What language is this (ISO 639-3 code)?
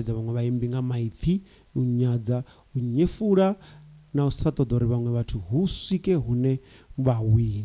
ven